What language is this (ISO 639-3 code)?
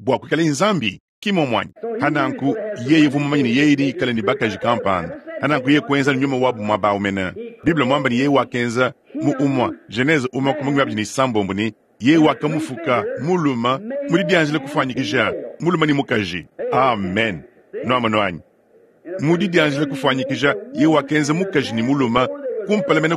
lua